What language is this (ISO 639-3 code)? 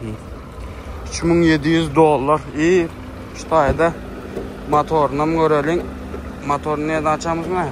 tuk